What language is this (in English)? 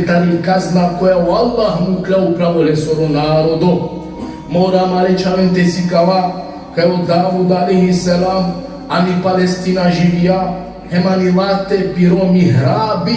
Balkan Romani